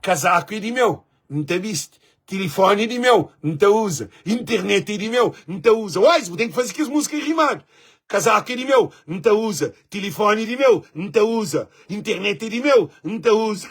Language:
Kabuverdianu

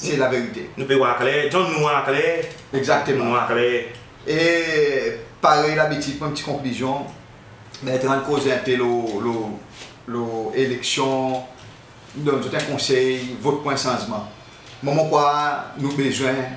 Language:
Seselwa Creole French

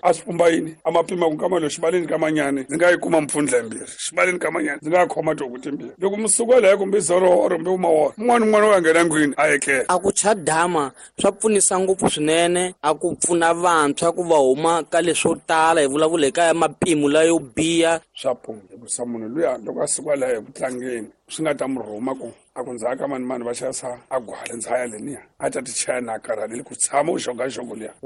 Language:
Tsonga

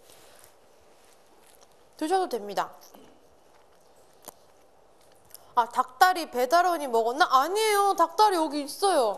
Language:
Korean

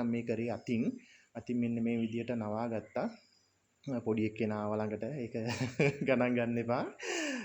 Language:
Sinhala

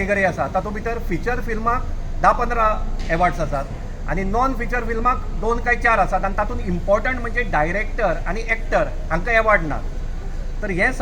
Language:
Konkani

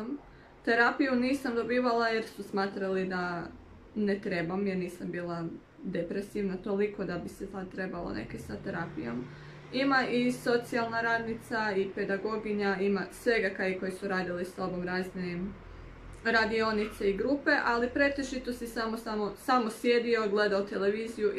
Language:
Croatian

